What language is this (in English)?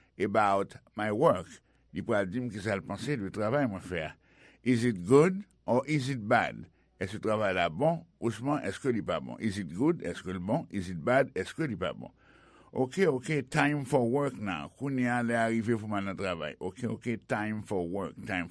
Haitian Creole